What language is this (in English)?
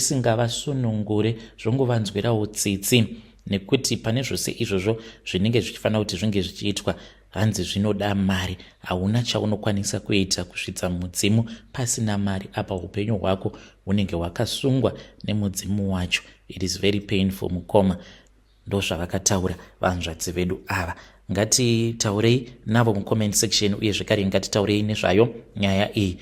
Shona